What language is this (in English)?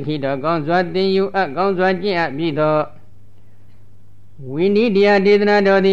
Burmese